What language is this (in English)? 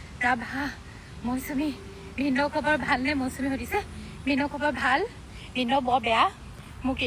Assamese